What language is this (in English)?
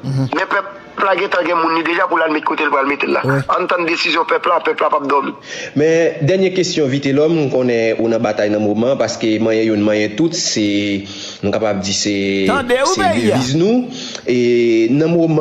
Haitian Creole